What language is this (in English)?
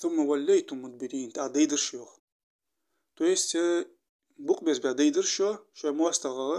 Ingush